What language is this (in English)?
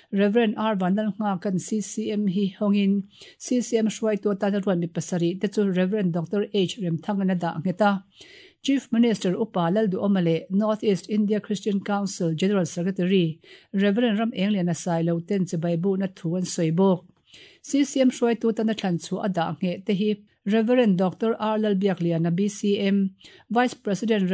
Mizo